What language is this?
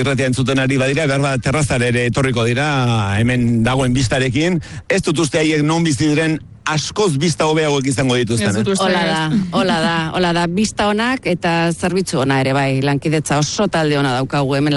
Basque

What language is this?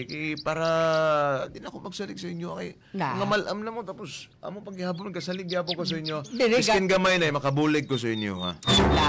Hiligaynon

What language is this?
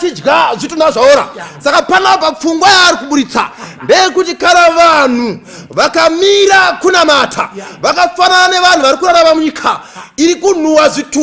Shona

